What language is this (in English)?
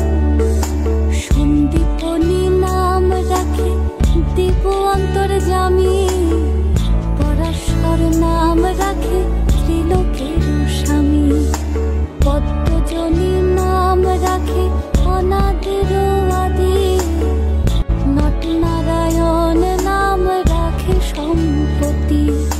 Bangla